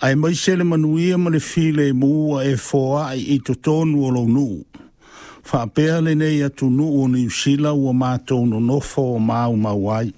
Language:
Samoan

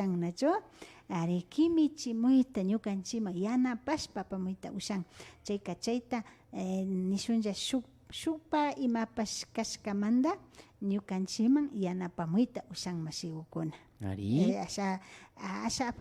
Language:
Imbabura Highland Quichua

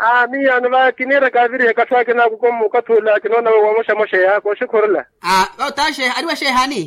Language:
Makhuwa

